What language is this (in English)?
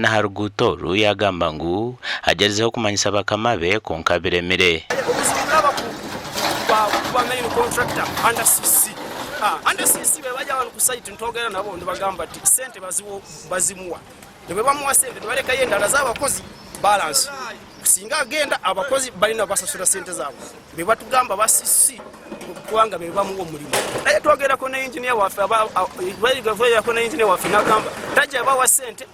Nyankole